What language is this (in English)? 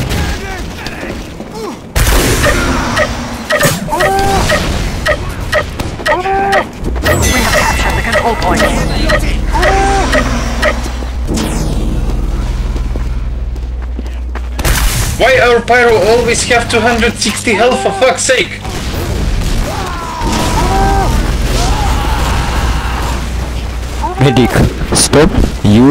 English